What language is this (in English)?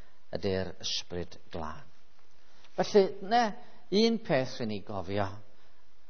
Welsh